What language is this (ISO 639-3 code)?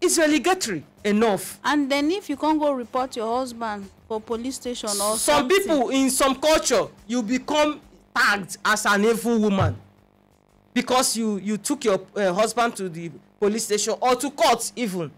pcm